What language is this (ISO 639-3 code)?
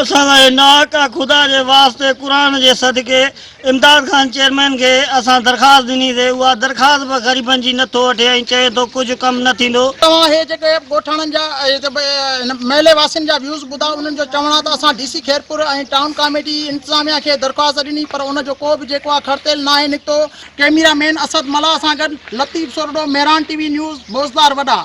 snd